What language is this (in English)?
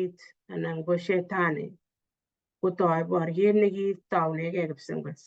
Kalenjin